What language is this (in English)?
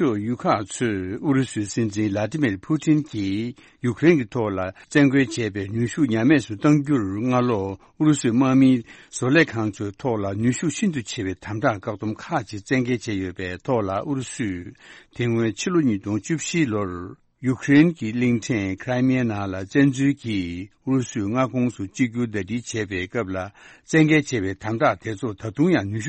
Tibetan